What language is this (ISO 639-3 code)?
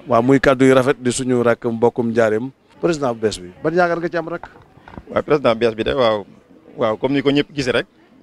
wol